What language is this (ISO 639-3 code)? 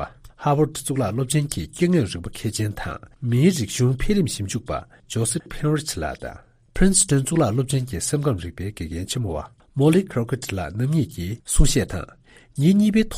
bod